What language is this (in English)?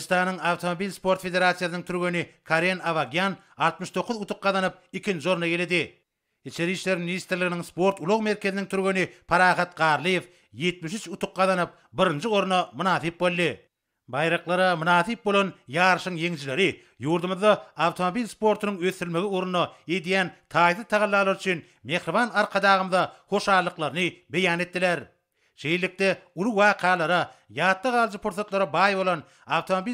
Turkmen